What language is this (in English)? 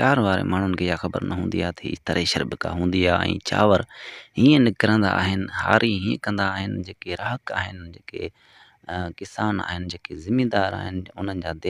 Sindhi